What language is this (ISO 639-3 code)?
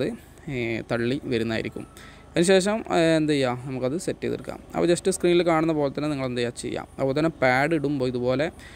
mal